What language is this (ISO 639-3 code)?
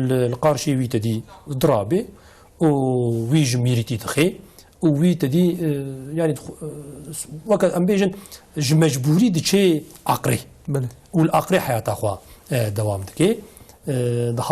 kur